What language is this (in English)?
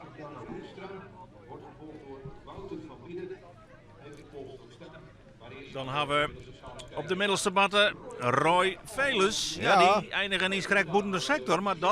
Western Frisian